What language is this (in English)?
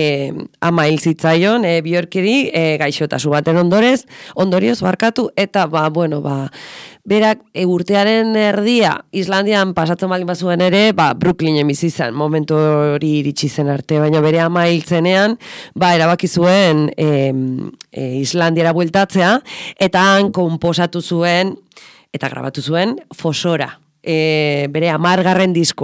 Basque